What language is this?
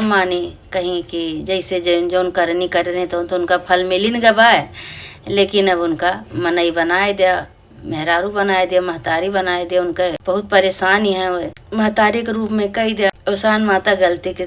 Awadhi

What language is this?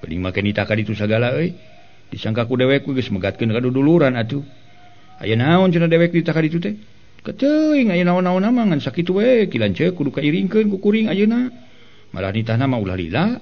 Sundanese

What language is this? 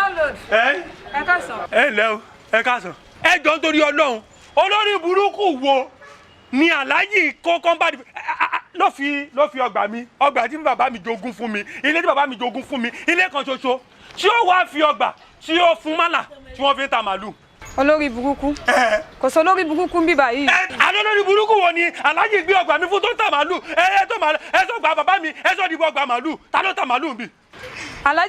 Yoruba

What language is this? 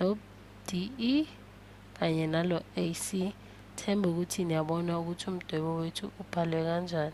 Zulu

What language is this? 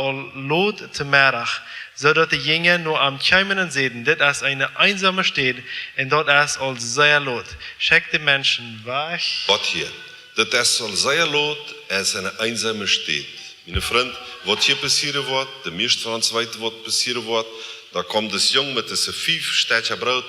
Plautdietsch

